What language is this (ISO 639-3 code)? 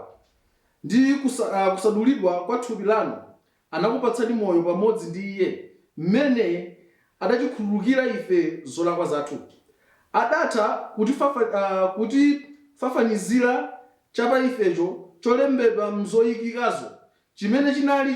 nya